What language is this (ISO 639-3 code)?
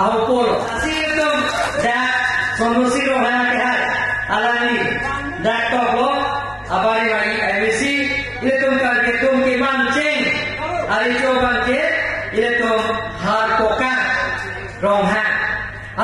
mjw